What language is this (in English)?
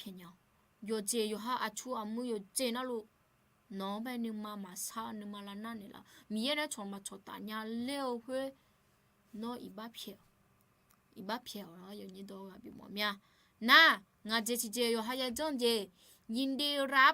Akha